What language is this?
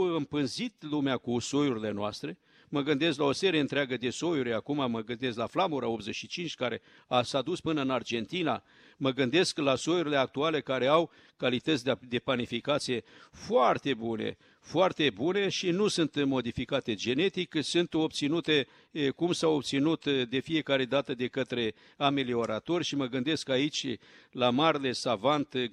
Romanian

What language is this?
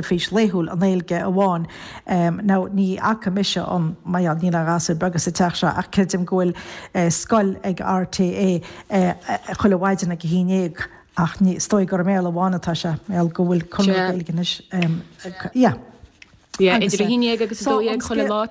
Irish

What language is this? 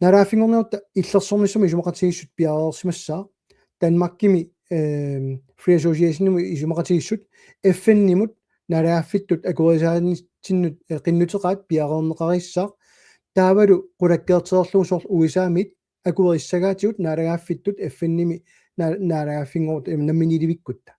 Kalaallisut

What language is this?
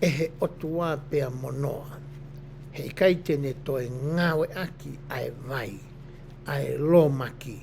Tongan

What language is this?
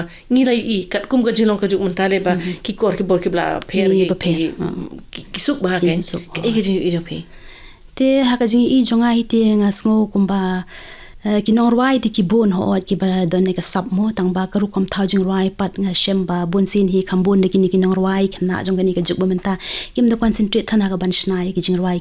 Khasi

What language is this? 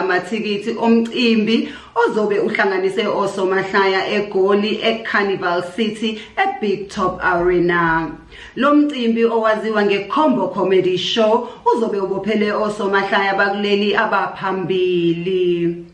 Zulu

